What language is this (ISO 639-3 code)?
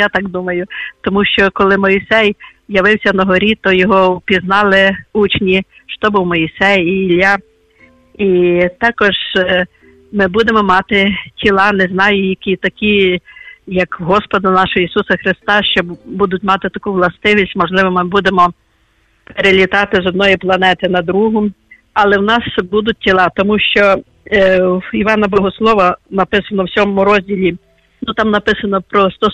ukr